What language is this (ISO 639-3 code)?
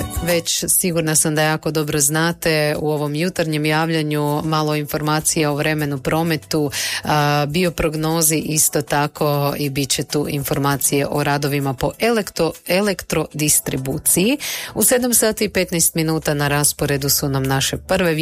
hrv